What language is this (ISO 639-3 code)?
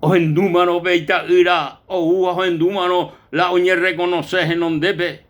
grn